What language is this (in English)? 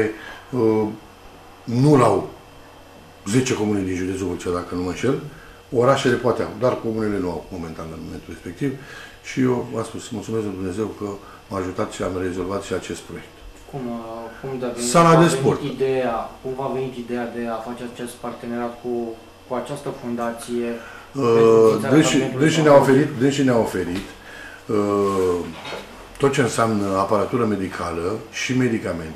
Romanian